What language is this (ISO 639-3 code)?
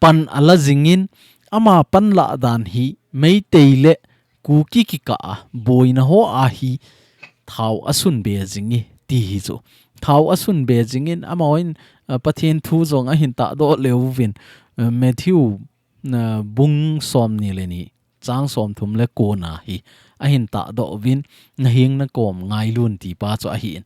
tcz